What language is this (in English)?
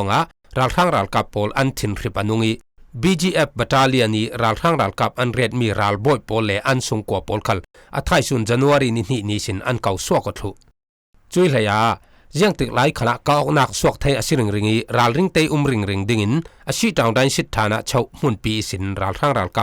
Falam Chin